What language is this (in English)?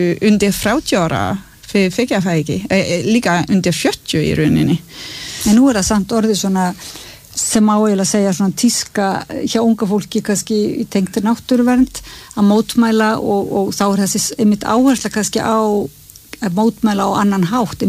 Icelandic